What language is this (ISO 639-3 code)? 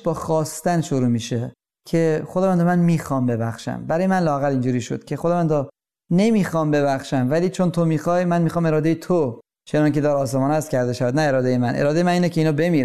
fas